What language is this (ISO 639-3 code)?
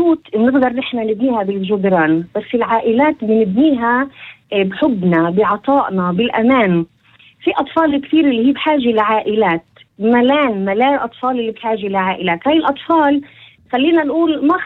apc